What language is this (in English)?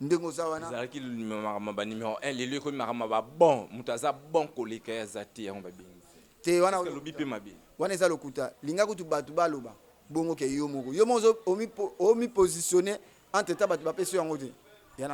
Lingala